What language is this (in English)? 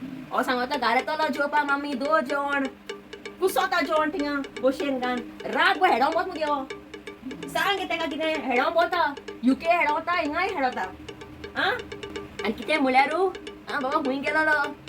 Konkani